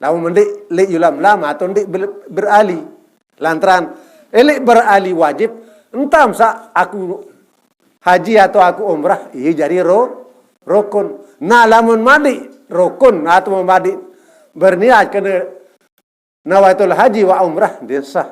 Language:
Sasak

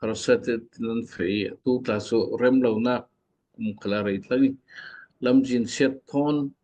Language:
Falam Chin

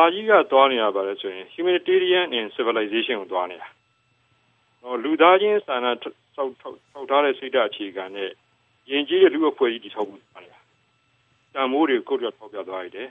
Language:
Burmese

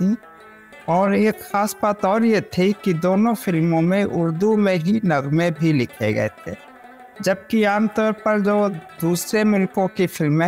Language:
Urdu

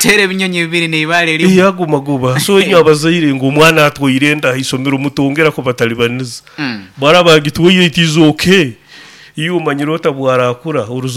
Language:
Nyoro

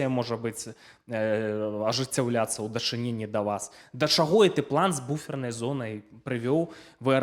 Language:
Belarusian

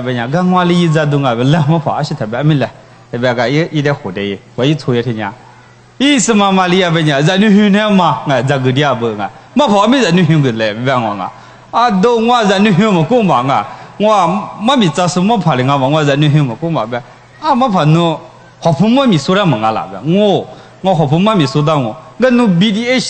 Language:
Lisu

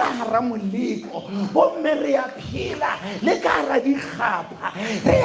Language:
Southern Sotho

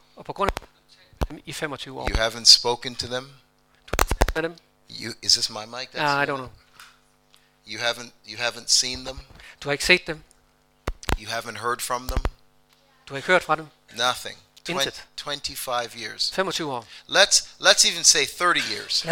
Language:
Danish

